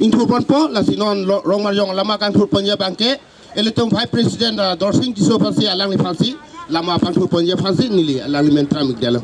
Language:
Karbi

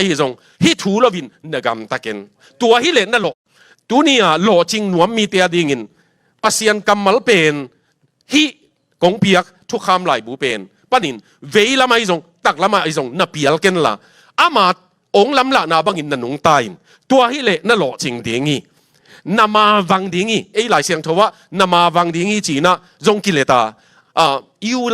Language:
Tedim Chin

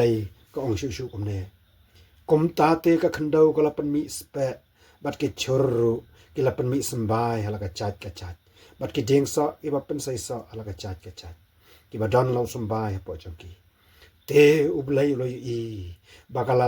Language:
Khasi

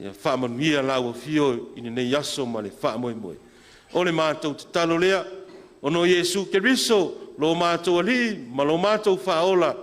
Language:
Samoan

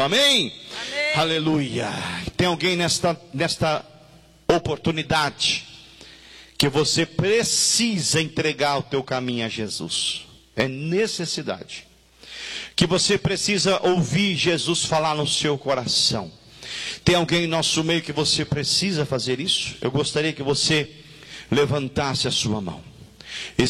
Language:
Portuguese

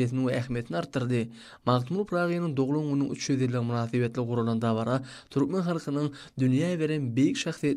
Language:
Turkmen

